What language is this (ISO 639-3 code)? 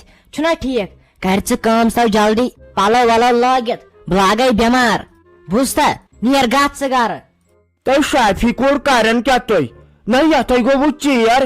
kas